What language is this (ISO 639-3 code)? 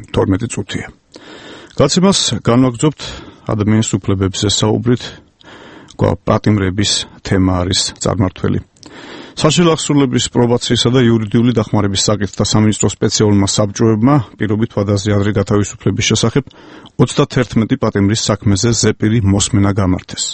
kat